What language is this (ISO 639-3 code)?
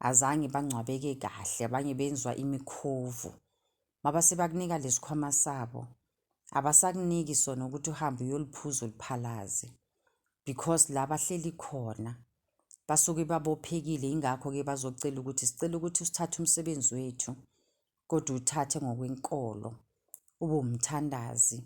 zul